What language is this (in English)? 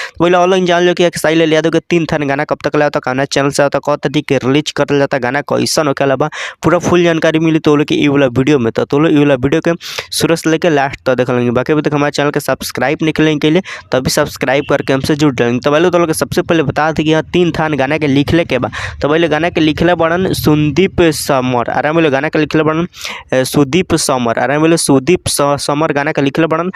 Bhojpuri